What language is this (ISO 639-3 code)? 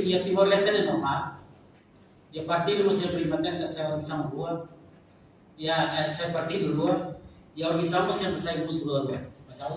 tet